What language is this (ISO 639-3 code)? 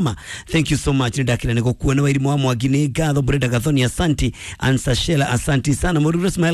kik